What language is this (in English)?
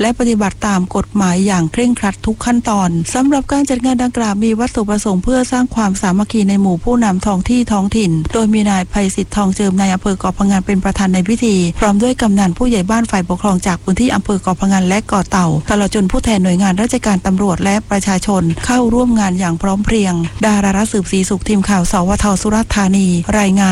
Thai